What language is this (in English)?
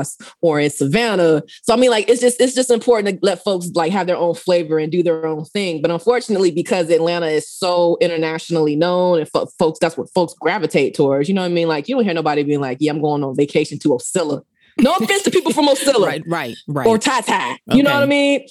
English